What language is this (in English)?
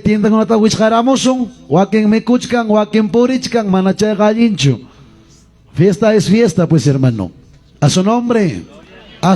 Ayacucho Quechua